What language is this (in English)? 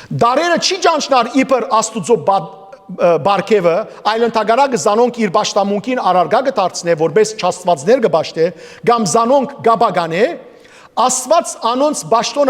Western Armenian